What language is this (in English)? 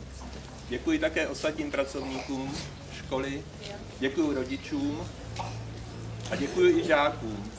Czech